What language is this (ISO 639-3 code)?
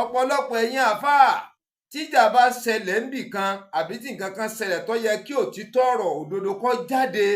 yor